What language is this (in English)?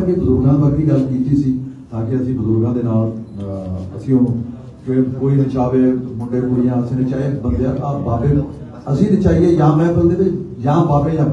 Punjabi